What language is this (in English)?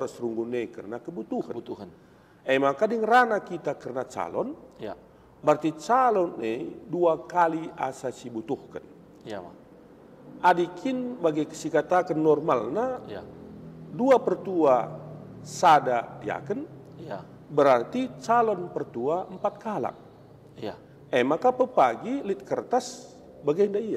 Batak Karo